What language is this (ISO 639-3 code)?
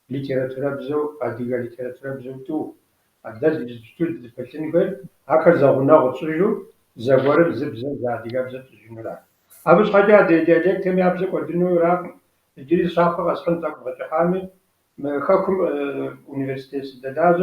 kbd